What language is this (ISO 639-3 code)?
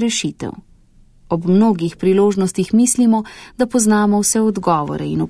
slv